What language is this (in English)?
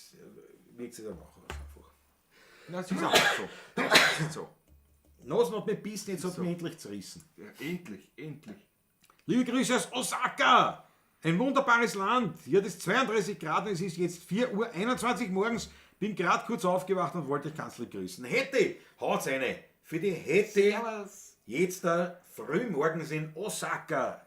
Bavarian